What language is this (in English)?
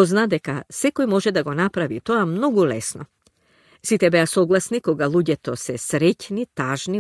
Macedonian